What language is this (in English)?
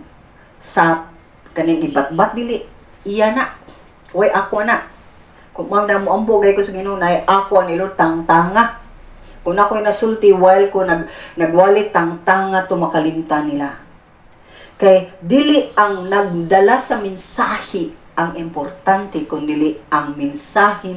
Cebuano